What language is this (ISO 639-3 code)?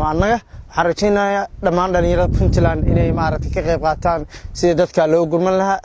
som